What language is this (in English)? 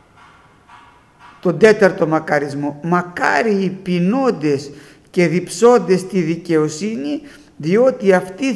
Greek